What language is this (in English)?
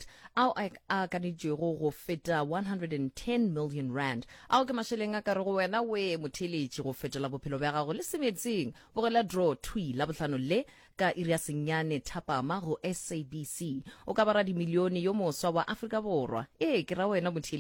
Northern Sotho